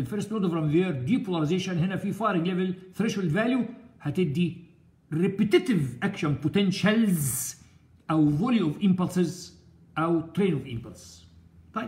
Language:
Egyptian Arabic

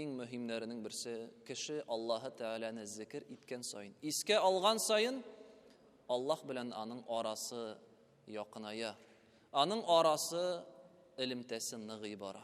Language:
Tatar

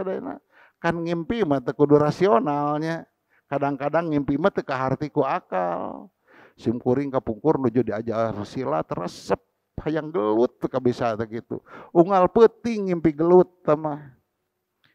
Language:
Sundanese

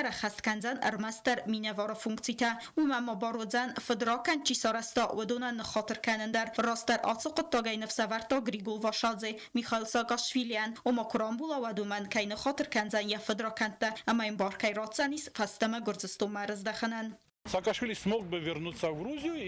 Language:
Ossetic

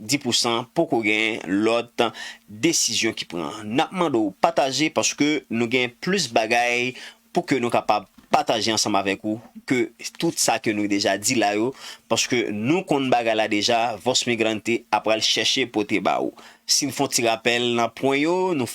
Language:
Haitian Creole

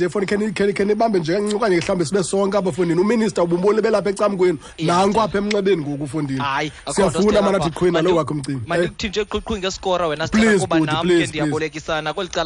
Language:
Xhosa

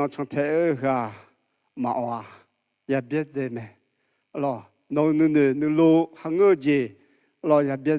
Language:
Akha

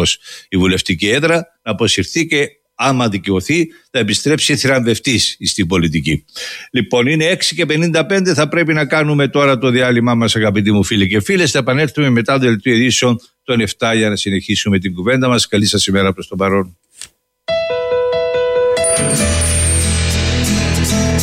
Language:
Greek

